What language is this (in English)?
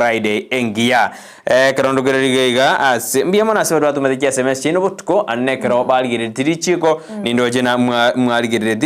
Gusii